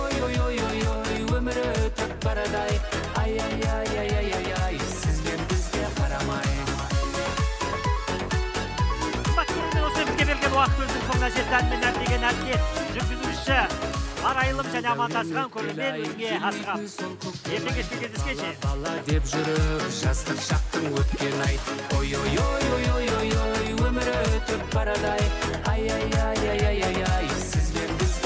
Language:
Kazakh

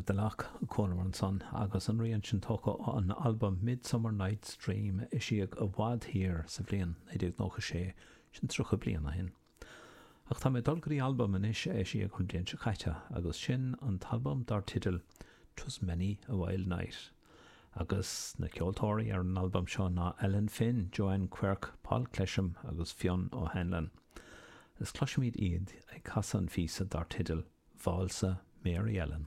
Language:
Irish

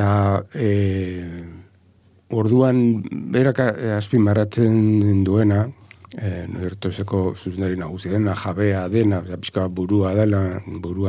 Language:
Basque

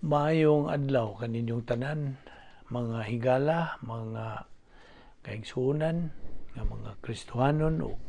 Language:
Cebuano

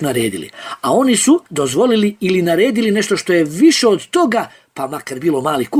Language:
Bosnian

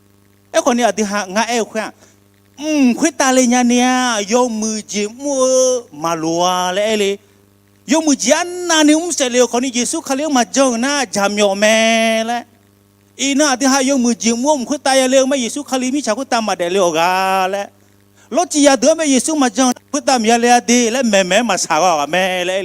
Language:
Akha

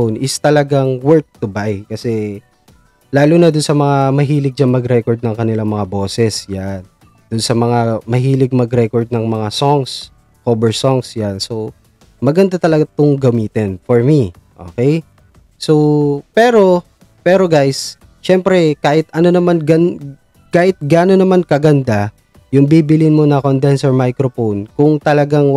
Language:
Filipino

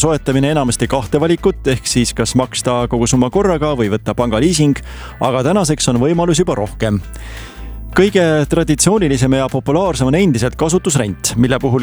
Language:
Estonian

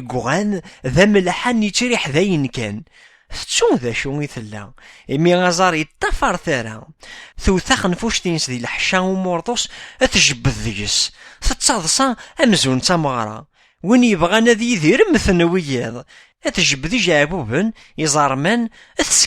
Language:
Kabyle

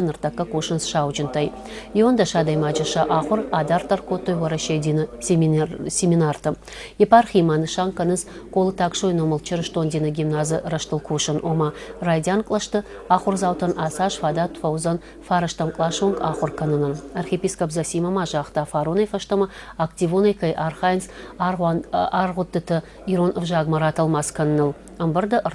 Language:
Ossetic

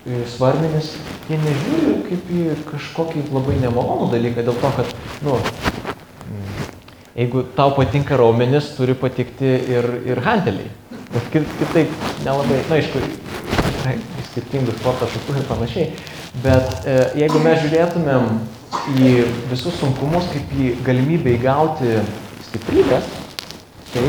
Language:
Lithuanian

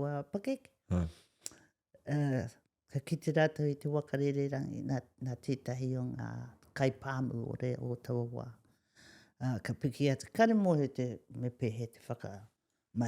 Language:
Māori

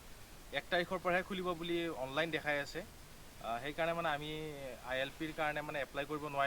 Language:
Assamese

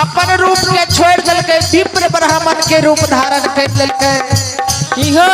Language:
Maithili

